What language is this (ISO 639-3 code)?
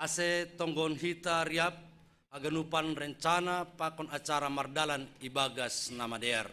bts